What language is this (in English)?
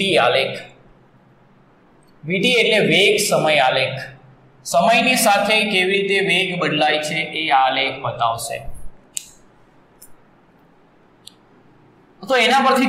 Gujarati